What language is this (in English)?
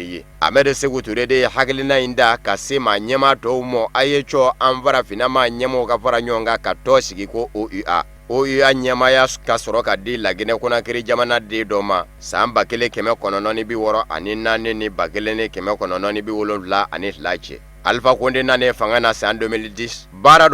Bambara